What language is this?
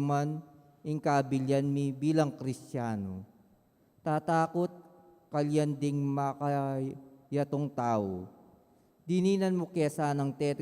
Pampanga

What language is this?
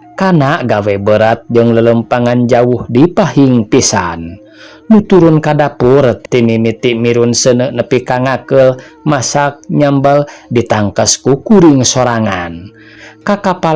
Sundanese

